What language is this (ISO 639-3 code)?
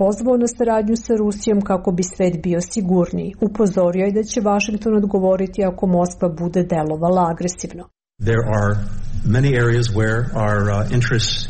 srp